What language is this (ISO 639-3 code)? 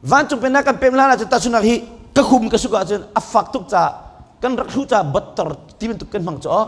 cnh